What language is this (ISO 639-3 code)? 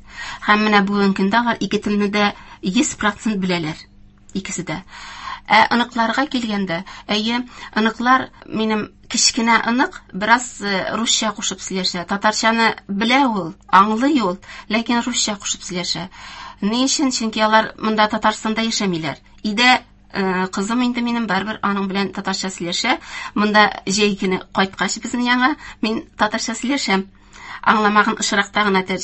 tat